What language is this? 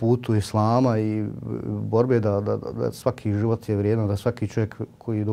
Bosnian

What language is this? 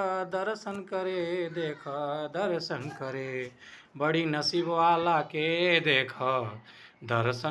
Bhojpuri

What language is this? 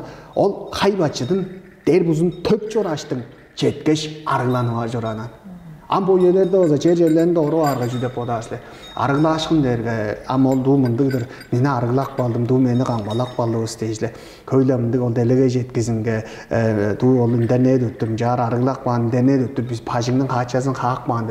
Tuvinian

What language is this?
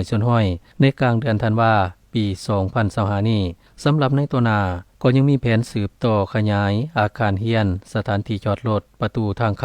Lao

